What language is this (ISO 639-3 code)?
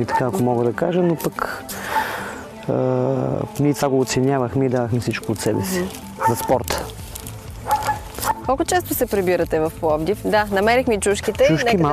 bul